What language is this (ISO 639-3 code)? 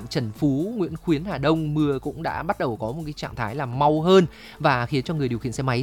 vie